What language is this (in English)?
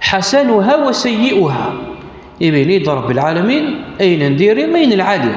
Kabyle